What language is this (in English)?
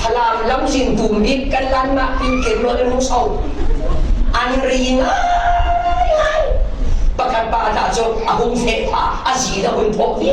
Falam Chin